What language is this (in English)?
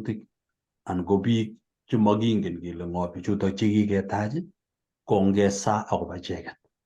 Kalenjin